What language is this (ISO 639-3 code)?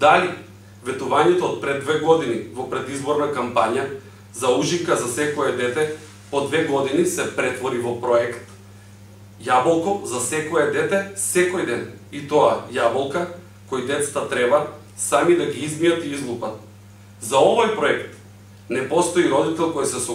mkd